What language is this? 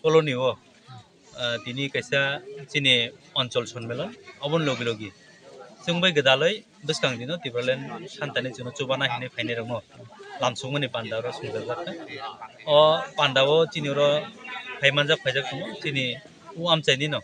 Kok Borok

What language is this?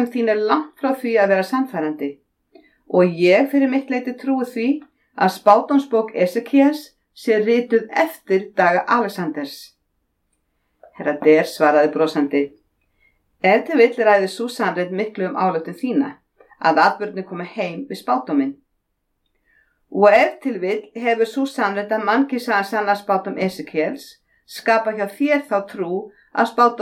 Icelandic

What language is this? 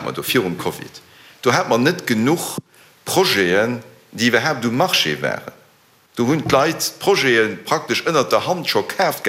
Luxembourgish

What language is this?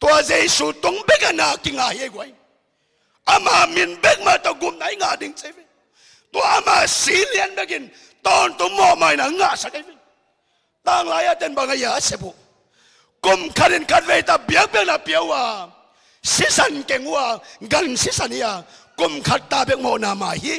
Tedim Chin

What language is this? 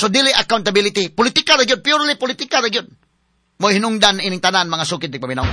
Cebuano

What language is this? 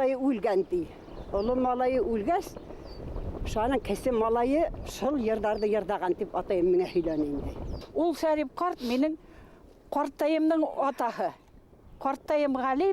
Bashkir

